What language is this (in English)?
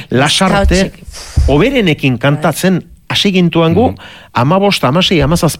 Basque